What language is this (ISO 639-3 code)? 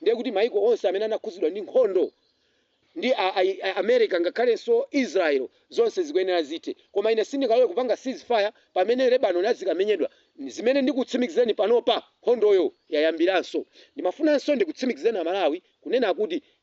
nya